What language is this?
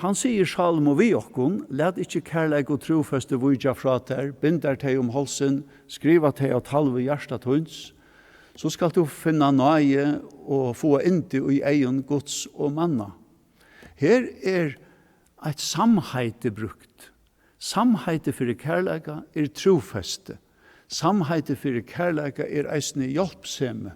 Faroese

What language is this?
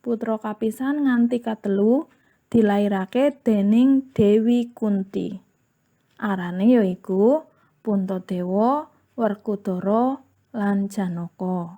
Javanese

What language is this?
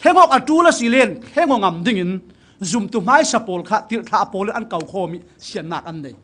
Falam Chin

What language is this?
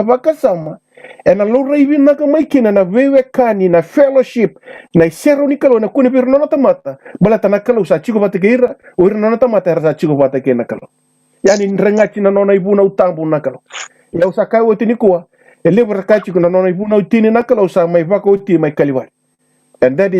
Fijian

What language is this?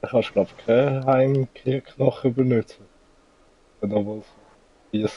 Swiss German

